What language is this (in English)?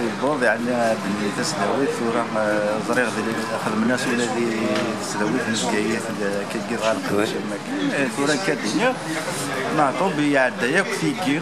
Kabyle